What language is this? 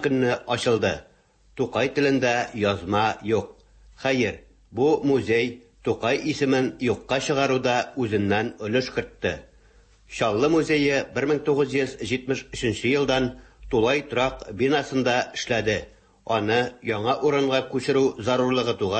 Tatar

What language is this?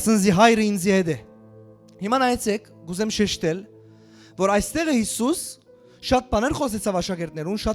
Western Armenian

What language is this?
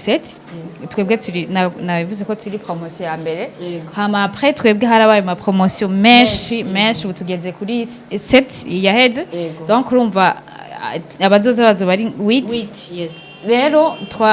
Rundi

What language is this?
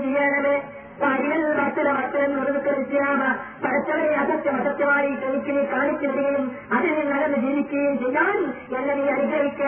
Malayalam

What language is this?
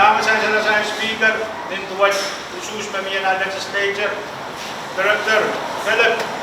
Pohnpeian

